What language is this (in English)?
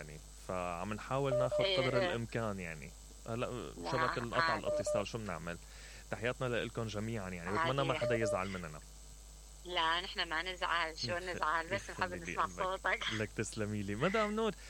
Mesopotamian Arabic